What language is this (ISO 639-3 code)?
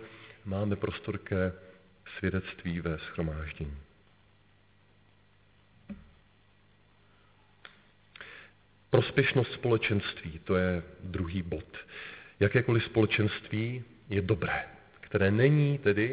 ces